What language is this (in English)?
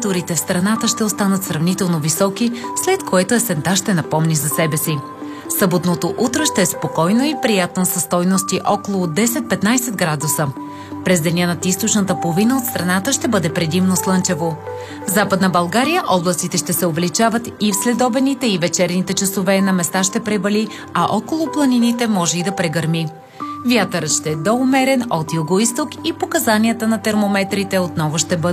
Bulgarian